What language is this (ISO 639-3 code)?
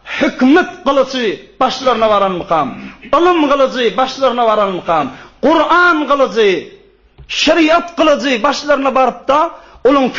tuk